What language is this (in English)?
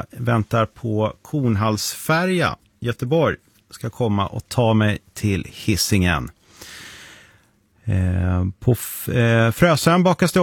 Swedish